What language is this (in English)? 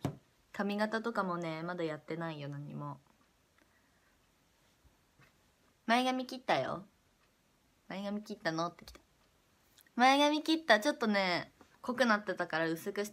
Japanese